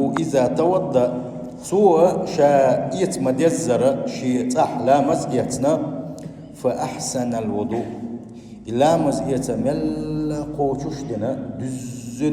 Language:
Chechen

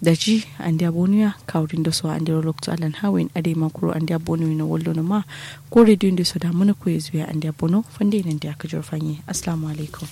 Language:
Kanuri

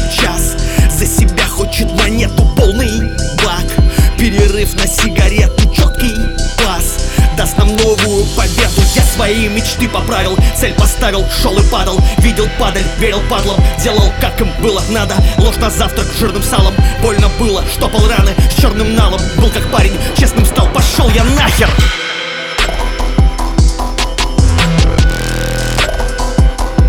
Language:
Russian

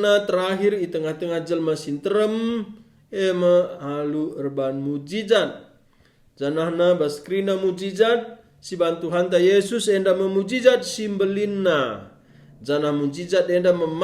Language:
Batak Karo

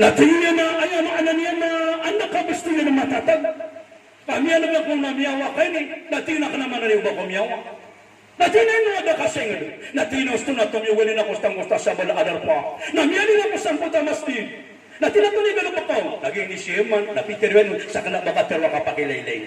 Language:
Maranao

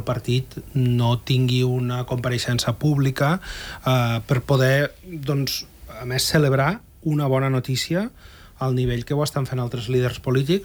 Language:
Catalan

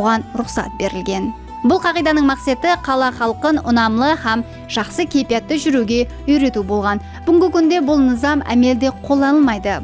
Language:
Kara-Kalpak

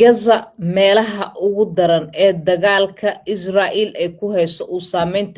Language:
Somali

